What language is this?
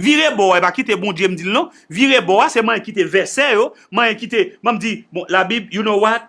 Haitian Creole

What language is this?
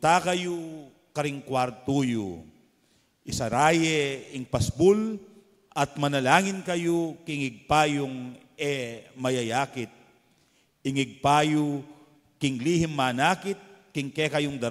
Pampanga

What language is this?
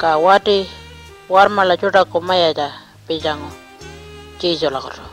Pitjantjatjara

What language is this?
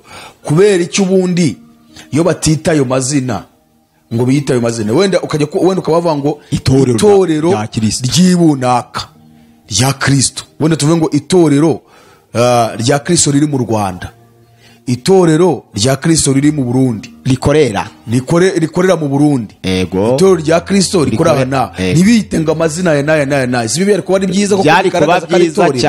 Kinyarwanda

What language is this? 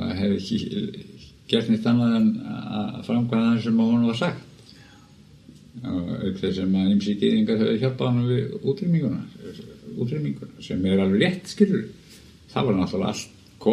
Icelandic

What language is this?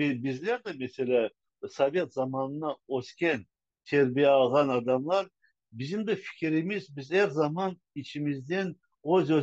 Crimean Tatar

